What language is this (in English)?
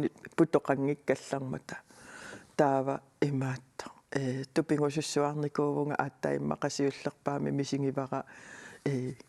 Kalaallisut